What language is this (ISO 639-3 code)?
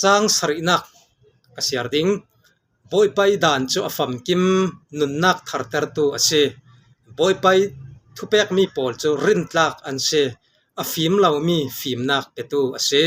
cfm